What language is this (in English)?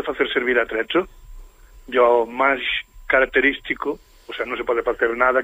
Galician